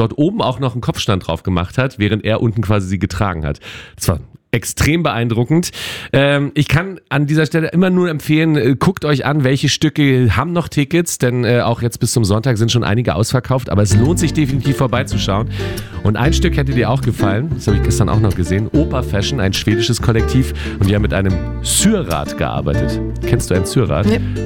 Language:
German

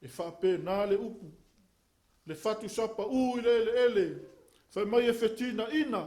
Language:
Samoan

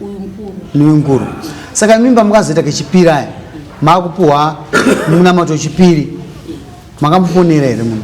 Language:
Shona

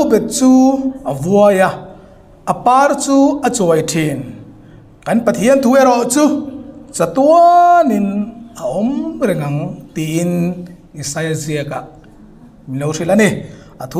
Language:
Hmar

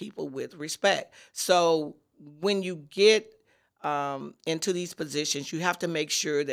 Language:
English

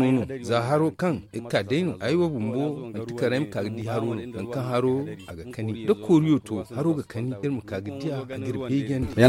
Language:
Zarma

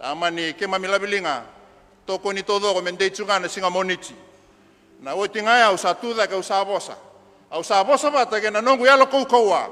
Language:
Fijian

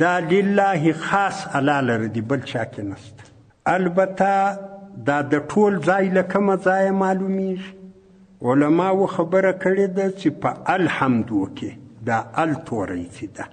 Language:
Pashto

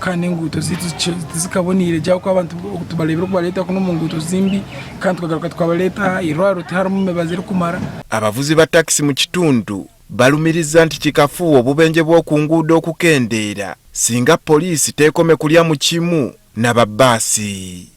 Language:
Ganda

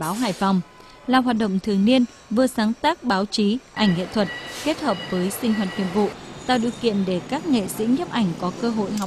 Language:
Vietnamese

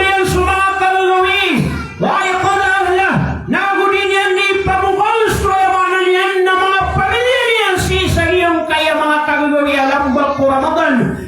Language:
Maranao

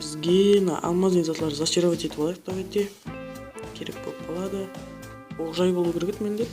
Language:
Kara-Kalpak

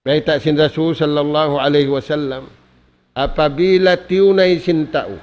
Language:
Tausug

